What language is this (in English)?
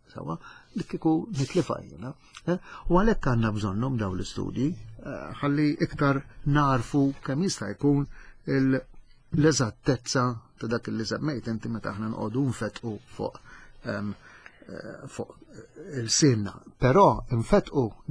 Maltese